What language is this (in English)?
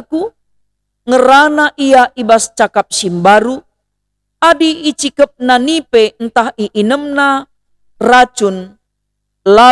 Batak Karo